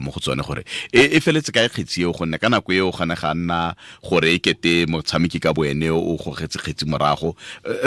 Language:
Tswana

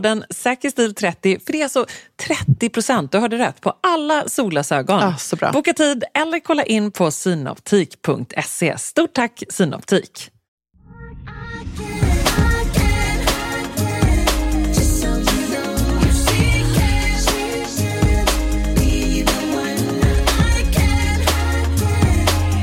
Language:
Swedish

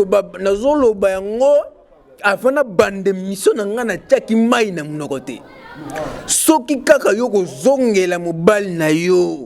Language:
Lingala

